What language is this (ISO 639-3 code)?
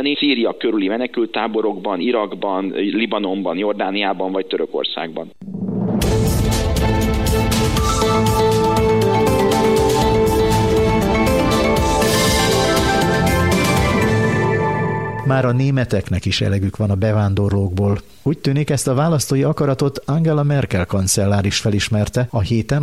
hun